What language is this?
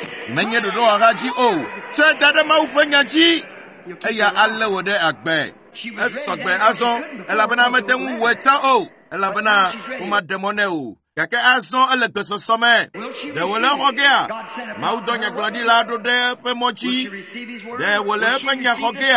Ewe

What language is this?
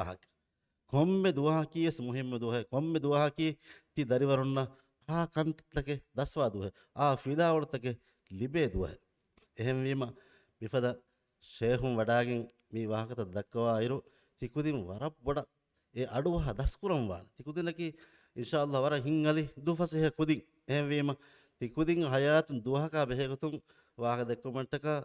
Divehi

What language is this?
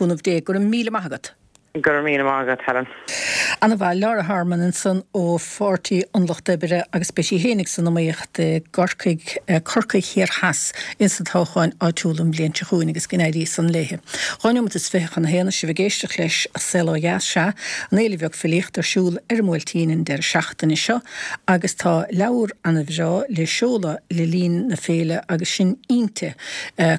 Irish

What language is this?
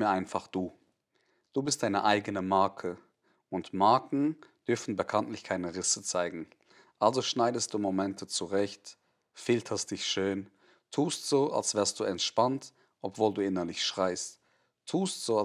Swiss German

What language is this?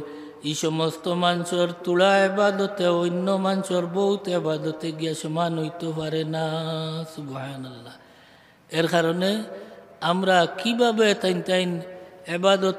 Sylheti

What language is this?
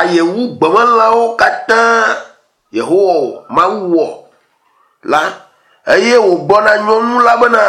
Ewe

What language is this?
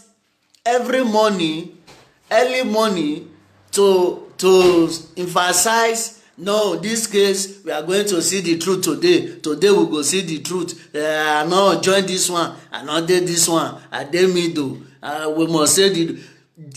Nigerian Pidgin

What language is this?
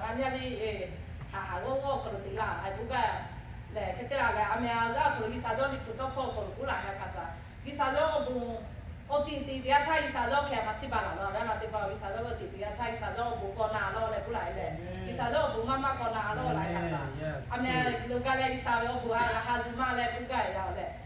Lahu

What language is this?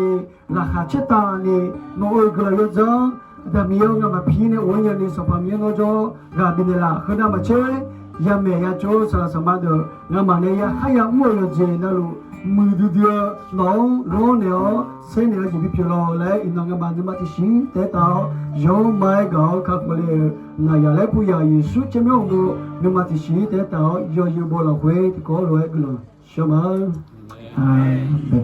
Akha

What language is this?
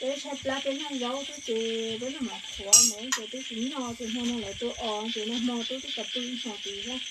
Hmong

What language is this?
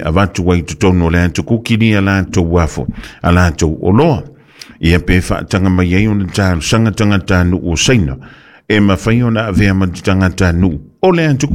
Samoan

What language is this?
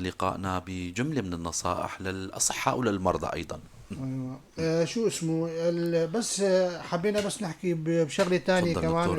North Levantine Arabic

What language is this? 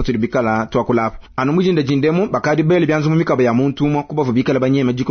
Luba-Lulua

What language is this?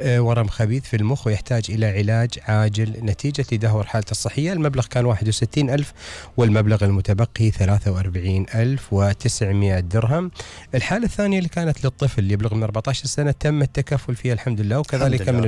Gulf Arabic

